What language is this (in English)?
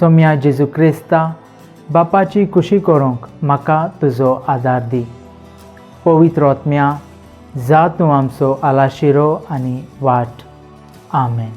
Konkani